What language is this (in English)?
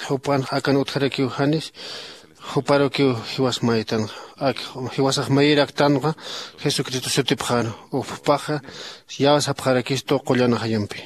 Aymara